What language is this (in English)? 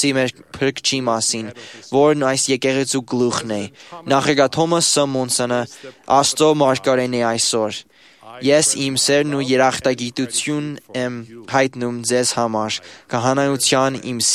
Armenian